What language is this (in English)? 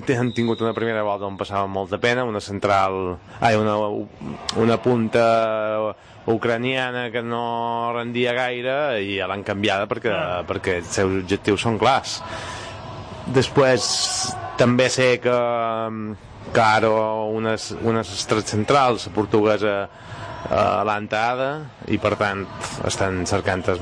Catalan